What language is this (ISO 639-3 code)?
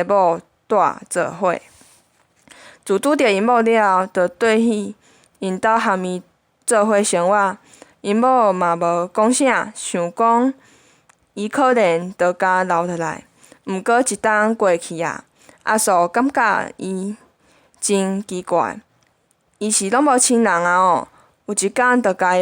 nan